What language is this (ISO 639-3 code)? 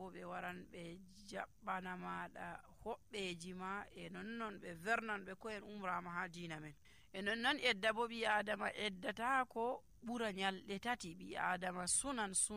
fuv